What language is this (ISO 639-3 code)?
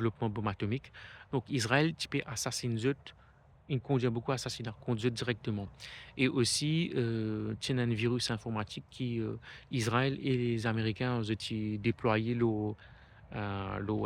mfe